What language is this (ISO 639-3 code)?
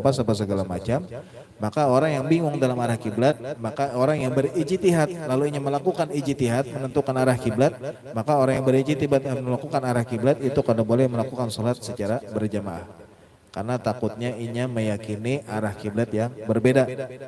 bjn